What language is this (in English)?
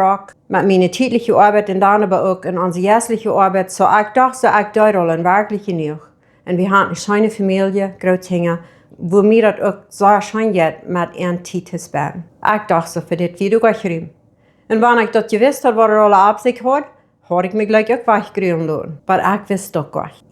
Plautdietsch